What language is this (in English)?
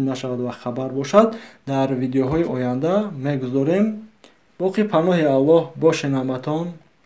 Tajik